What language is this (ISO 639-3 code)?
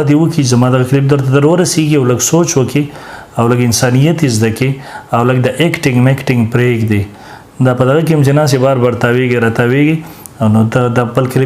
pus